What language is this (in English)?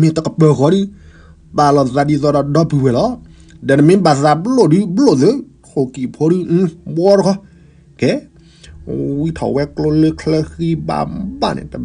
S'gaw Karen